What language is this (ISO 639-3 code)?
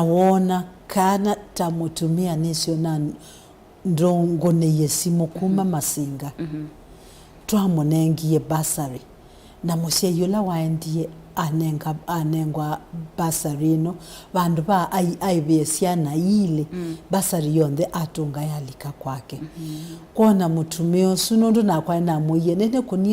kam